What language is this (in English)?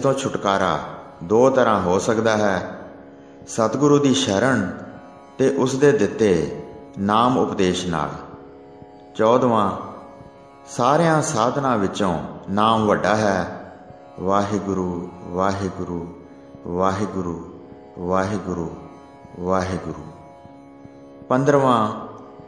Punjabi